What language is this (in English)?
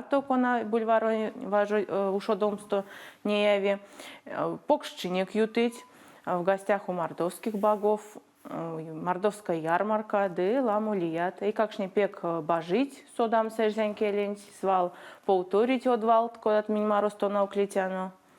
Erzya